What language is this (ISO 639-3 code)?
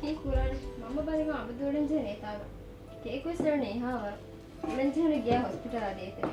div